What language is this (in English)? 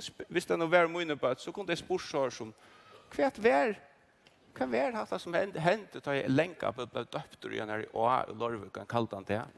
Faroese